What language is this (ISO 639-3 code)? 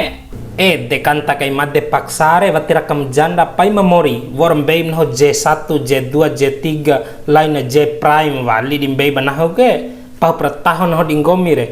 bhp